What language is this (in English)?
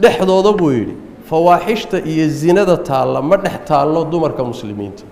Somali